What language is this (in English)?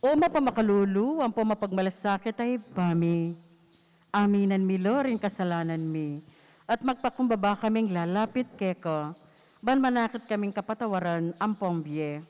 Pampanga